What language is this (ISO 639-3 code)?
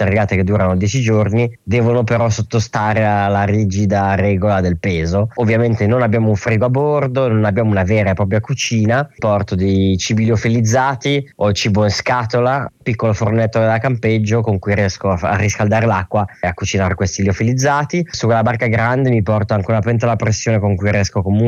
ita